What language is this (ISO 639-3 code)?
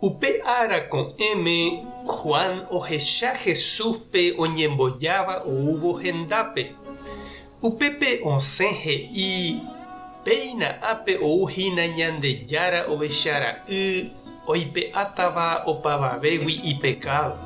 grn